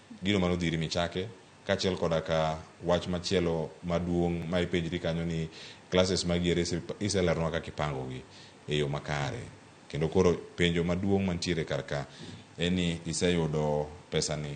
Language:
Luo (Kenya and Tanzania)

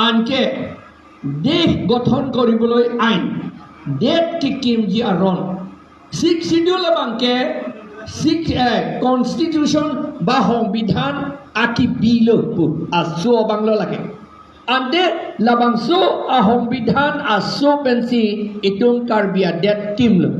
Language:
Karbi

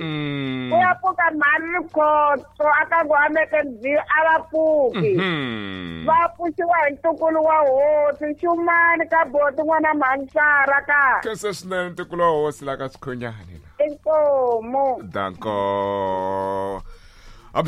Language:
Tsonga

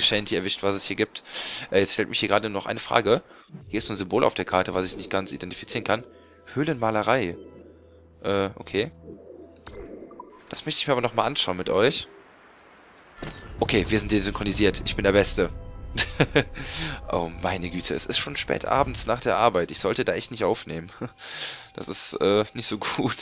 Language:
German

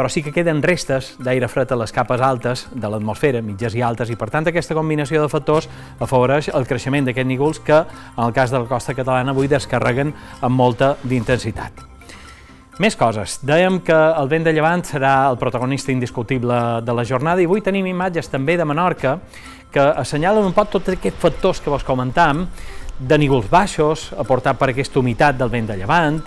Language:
Catalan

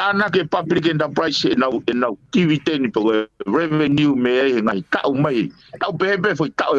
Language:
Tongan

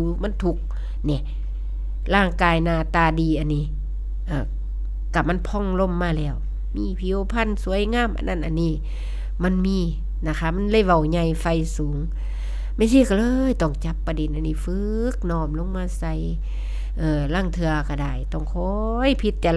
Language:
Northeastern Thai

